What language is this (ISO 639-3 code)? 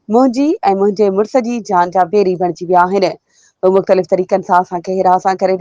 snd